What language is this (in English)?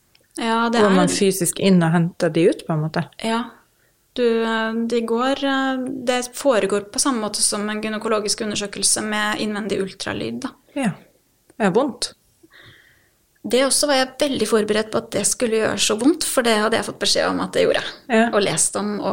Norwegian